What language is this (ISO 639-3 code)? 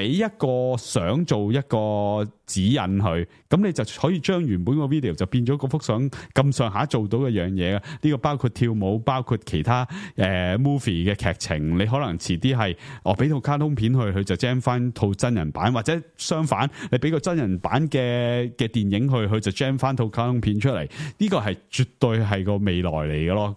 yue